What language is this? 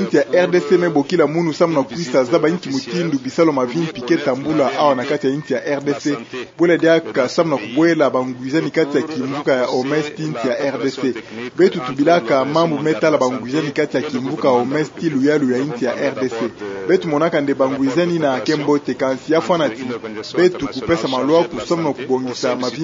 Kituba (Democratic Republic of Congo)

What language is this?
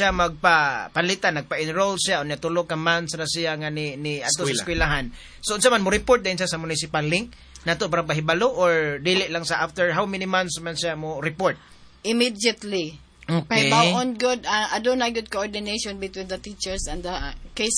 Cebuano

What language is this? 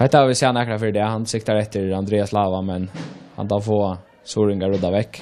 Faroese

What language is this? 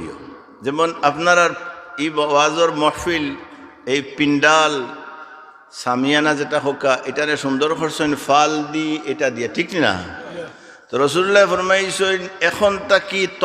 Sylheti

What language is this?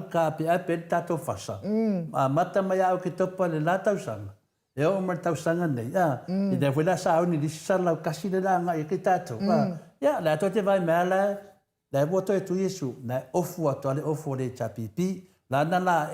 Samoan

